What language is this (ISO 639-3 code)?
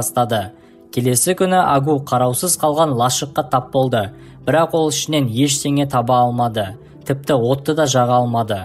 kaz